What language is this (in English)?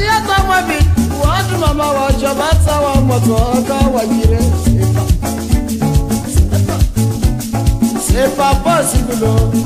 Swahili